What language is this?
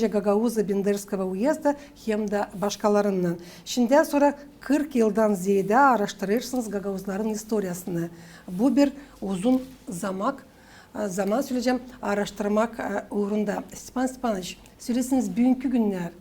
Gagauz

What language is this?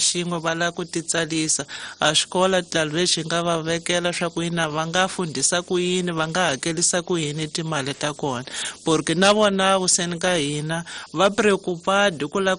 Tsonga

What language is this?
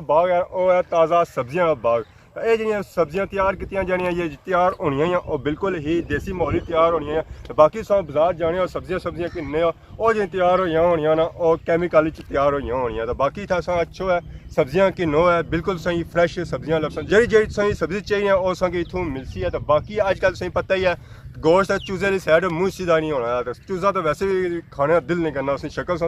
Pahari-Potwari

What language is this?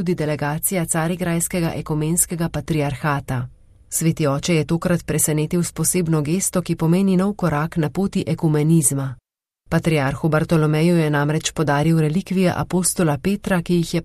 Slovenian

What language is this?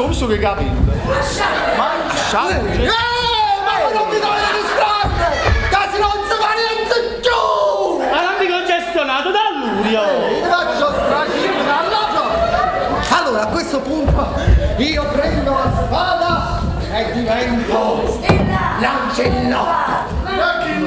Neapolitan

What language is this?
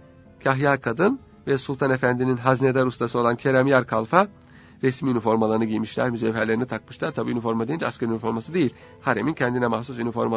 Turkish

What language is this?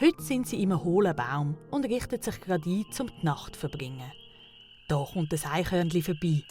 Swiss German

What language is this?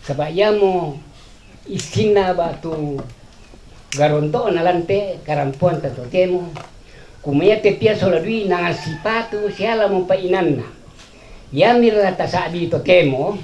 Toraja-Sa'dan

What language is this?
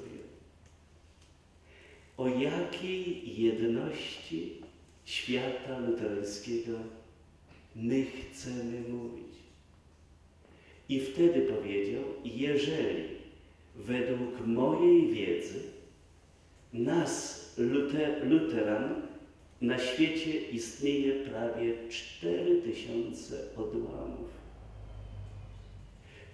Polish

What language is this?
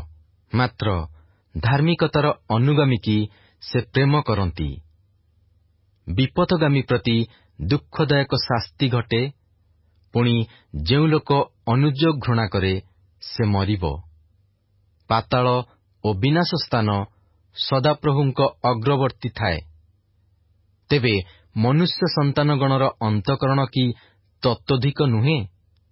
Odia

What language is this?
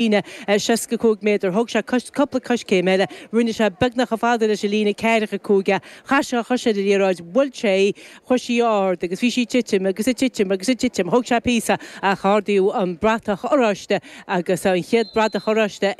Irish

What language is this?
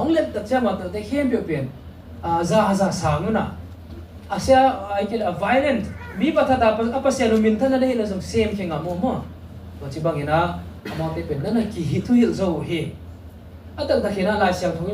Tedim Chin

